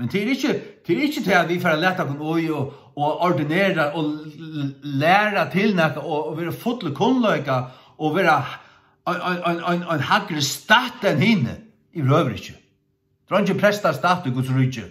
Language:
Faroese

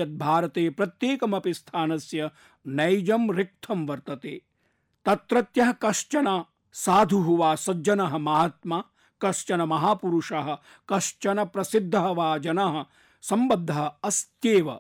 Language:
Sanskrit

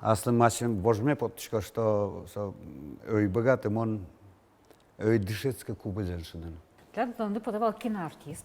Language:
Udmurt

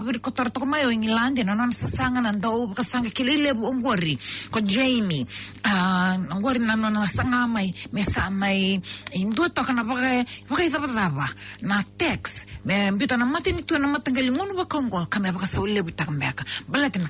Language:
Fijian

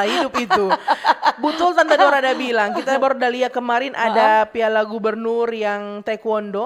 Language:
Manado Malay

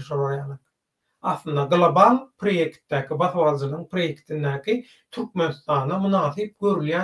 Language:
Turkmen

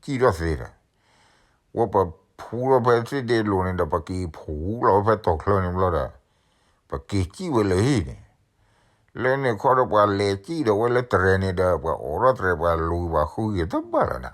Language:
S'gaw Karen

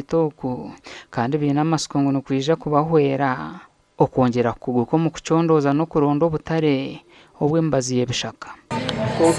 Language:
Nyankole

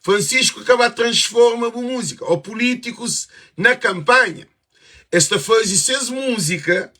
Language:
Kabuverdianu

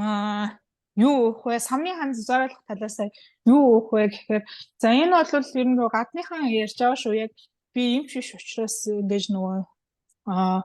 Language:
Mongolian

